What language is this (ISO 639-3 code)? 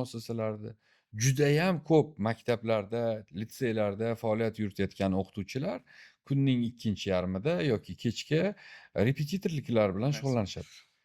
uzb